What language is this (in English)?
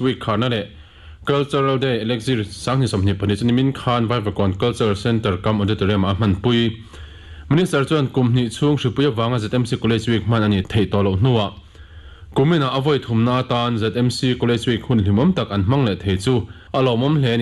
Mizo